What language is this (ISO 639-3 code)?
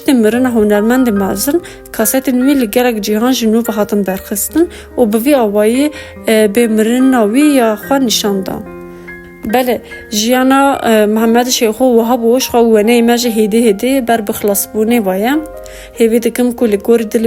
kur